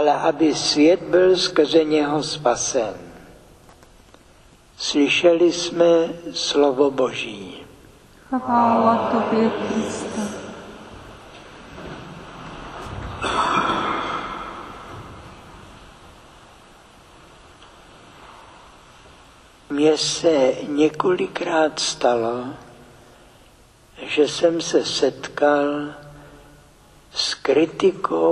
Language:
Czech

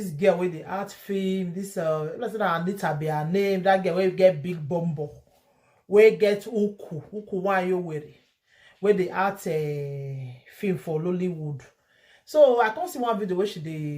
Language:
Nigerian Pidgin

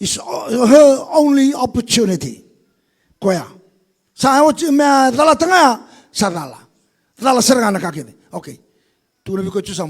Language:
Fijian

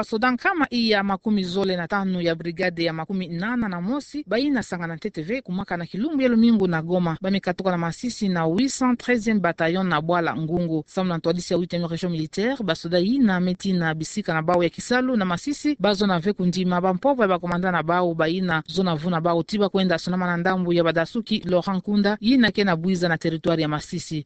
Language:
Kituba (Democratic Republic of Congo)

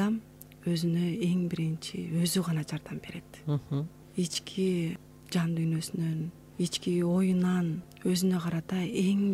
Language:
Kyrgyz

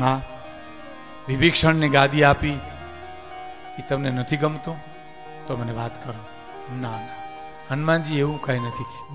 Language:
Gujarati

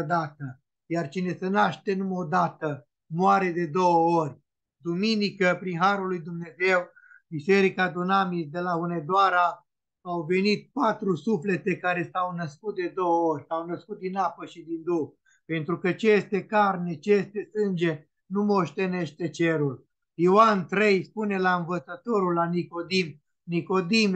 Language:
Romanian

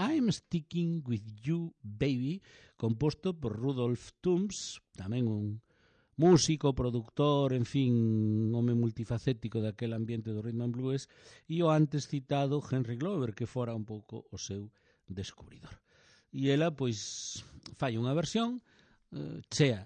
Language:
Galician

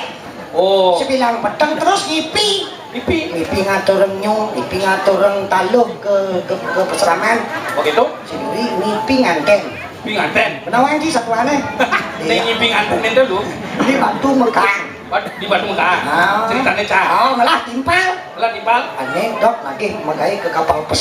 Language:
Balinese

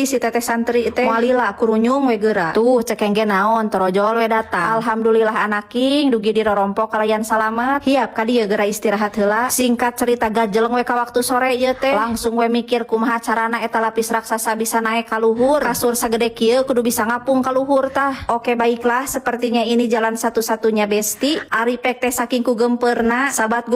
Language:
Sundanese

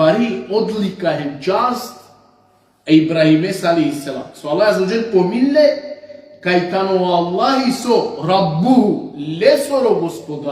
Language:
Balkan Romani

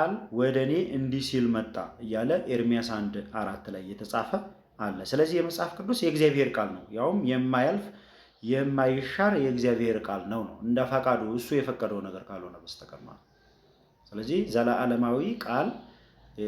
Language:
Amharic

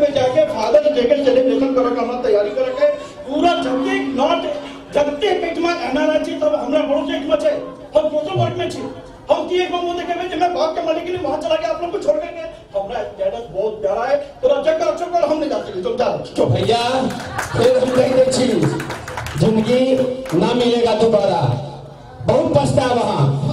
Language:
Maithili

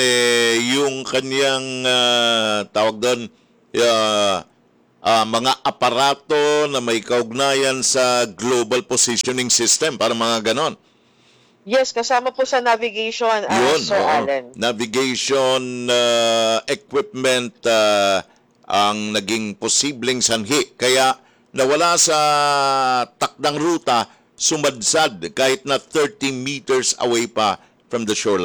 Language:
Filipino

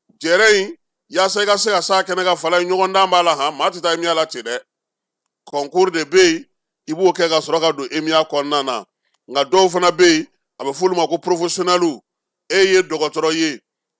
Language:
Bambara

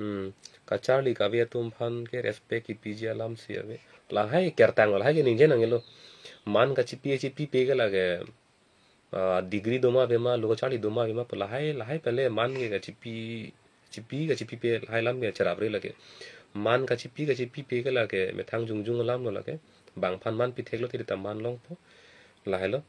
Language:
Karbi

